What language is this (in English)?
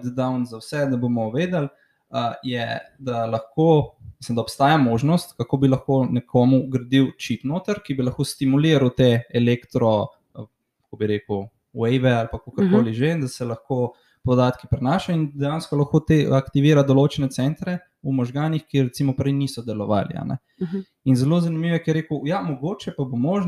Slovenian